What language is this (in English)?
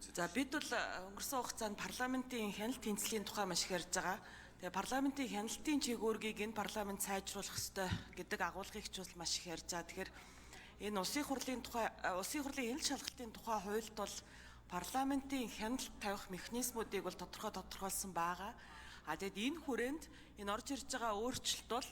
Mongolian